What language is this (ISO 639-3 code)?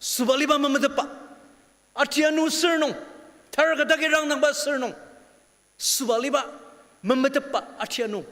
njo